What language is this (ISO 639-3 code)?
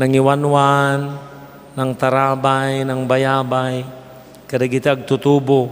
ilo